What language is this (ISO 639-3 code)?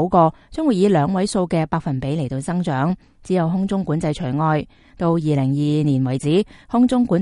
yue